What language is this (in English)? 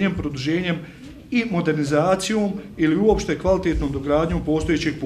Bosnian